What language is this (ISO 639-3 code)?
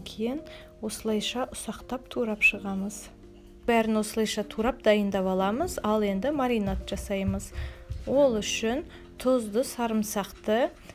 kaz